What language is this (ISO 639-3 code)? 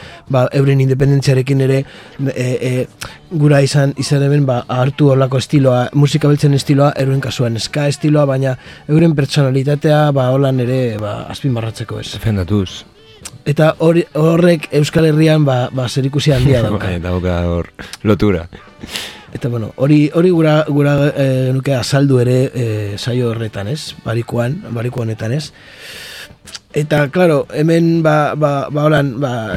eus